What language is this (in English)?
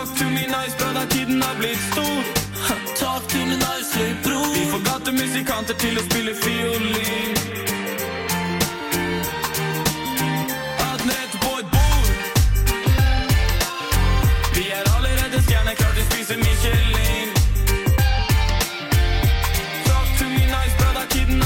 Norwegian